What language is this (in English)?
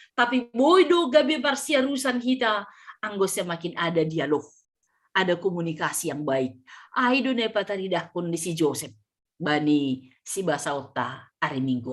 Batak Simalungun